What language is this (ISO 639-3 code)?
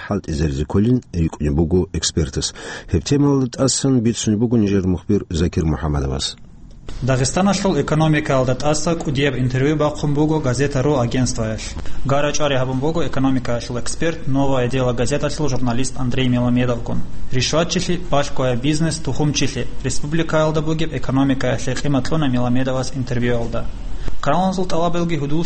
ava